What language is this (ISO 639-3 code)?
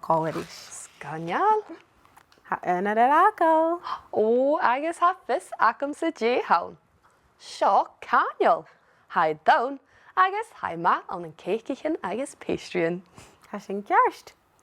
gla